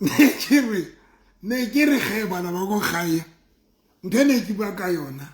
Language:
Southern Sotho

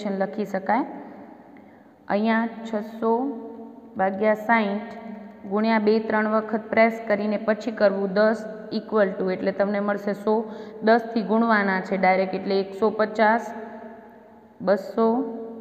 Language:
Gujarati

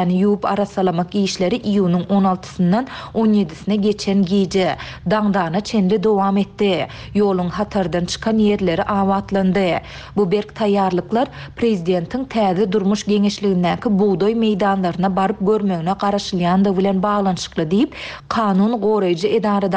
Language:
Turkmen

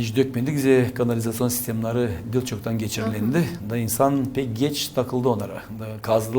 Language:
Gagauz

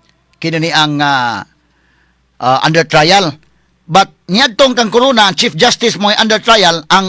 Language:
Cebuano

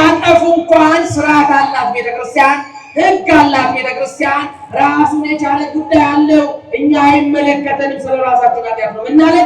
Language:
Amharic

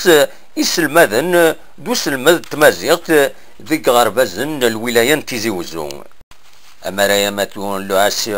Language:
Kabyle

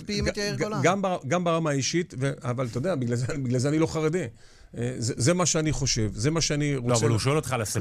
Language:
Hebrew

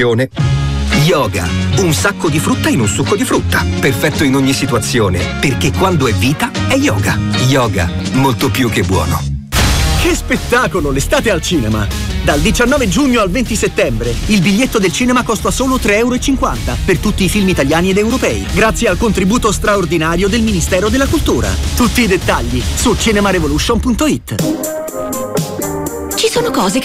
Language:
Italian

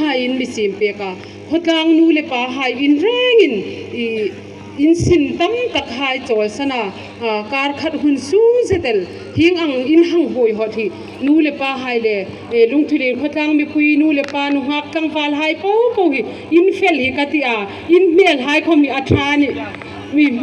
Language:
Hmar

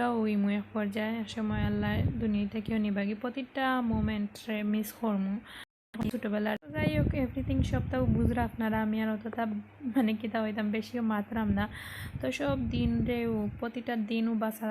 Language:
Sylheti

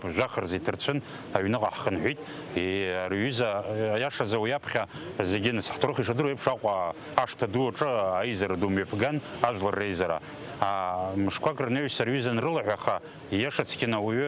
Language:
Abkhazian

